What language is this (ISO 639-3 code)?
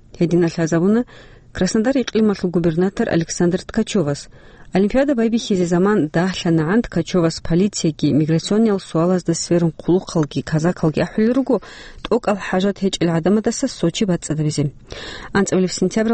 ava